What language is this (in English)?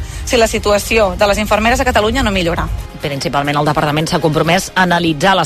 Catalan